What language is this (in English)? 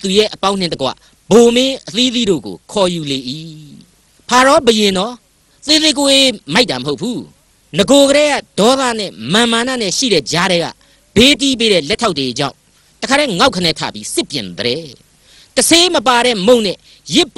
Burmese